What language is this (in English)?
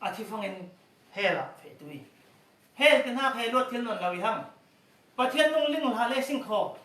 Falam Chin